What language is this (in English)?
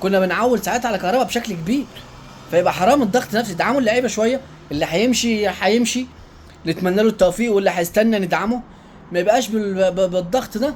Egyptian Arabic